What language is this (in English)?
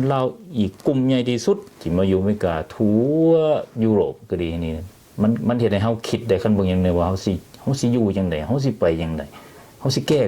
Lao